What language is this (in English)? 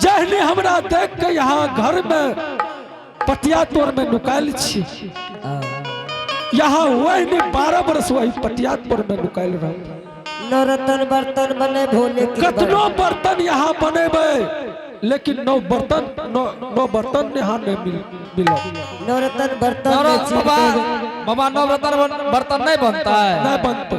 Angika